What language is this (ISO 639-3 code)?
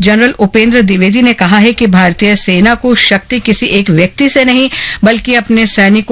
hin